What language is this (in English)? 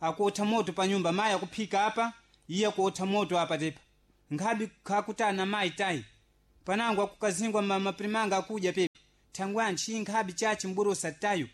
Sena